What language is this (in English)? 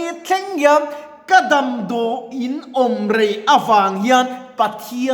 Mizo